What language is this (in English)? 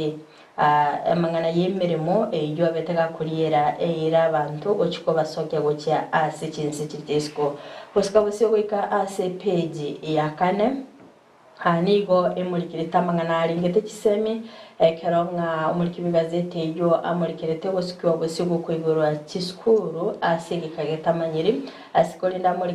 Gusii